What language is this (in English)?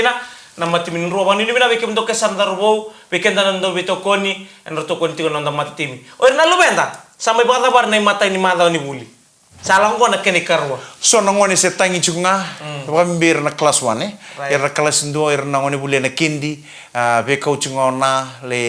Fijian